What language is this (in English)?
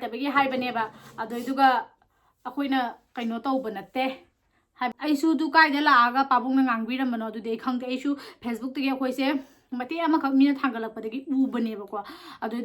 Manipuri